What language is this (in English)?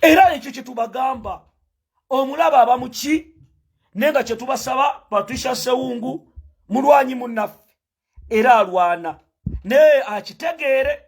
Ganda